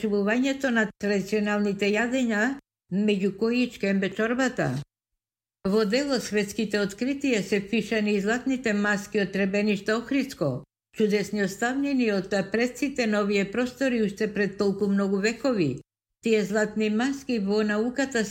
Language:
Macedonian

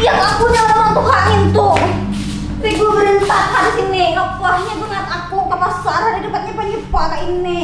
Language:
Banjar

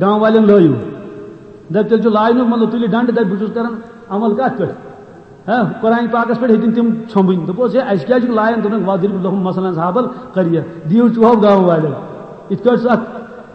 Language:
Kashmiri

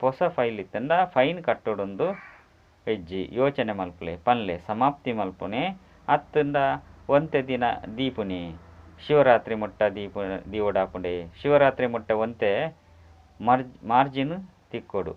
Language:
Tulu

